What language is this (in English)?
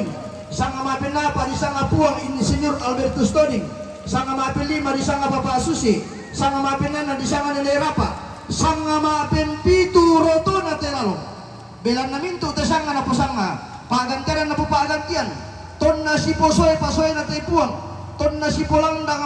Toraja-Sa'dan